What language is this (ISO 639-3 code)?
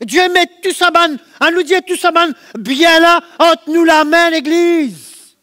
mfe